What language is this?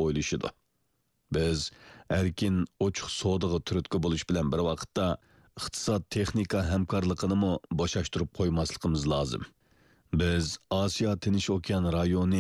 Uyghur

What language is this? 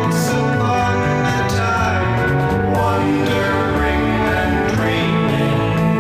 Romanian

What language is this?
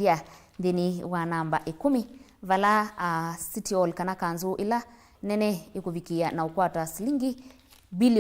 Kamba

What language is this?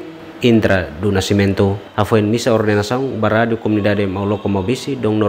Tetum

